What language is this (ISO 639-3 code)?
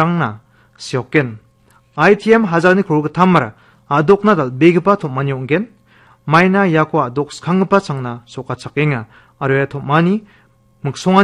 grt